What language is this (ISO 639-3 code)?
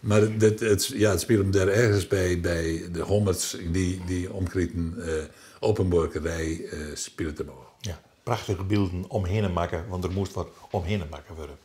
fry